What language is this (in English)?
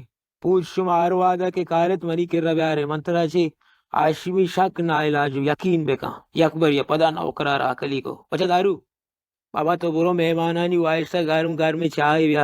Baluchi